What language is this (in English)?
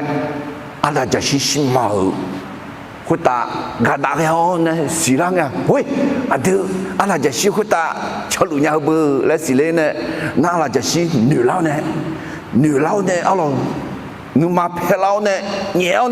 Akha